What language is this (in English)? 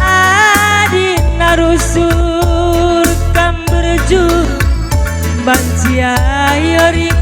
Batak Karo